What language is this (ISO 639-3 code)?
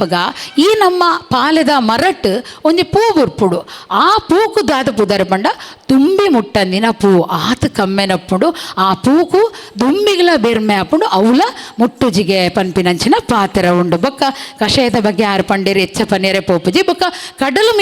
tcy